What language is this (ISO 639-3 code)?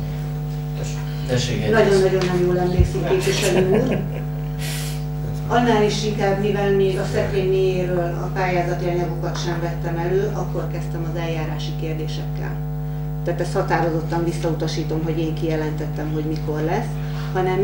hun